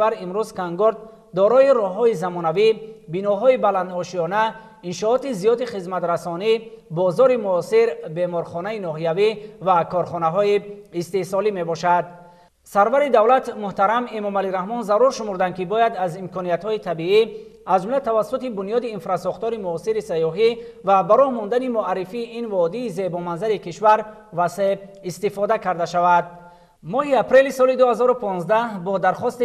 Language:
Tajik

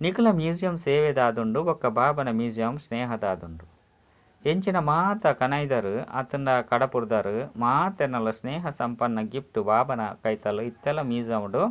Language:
Tulu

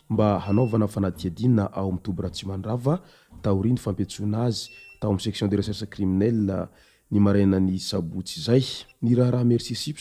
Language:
Malagasy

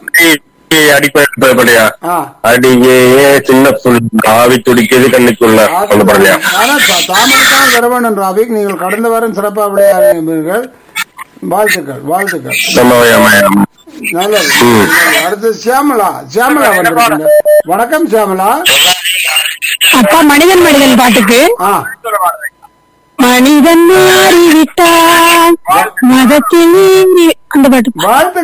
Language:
Tamil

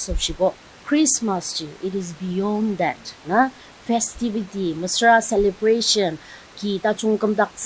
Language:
Ao Naga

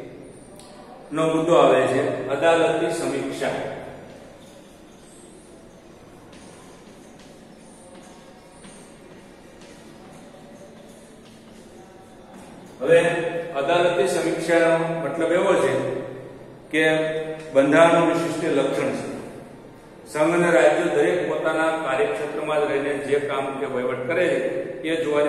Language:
Gujarati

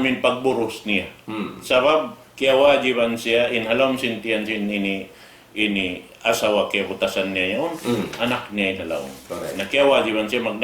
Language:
Tausug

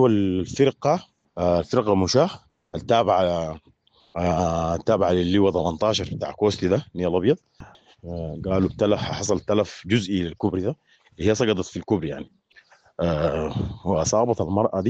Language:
Sudanese Arabic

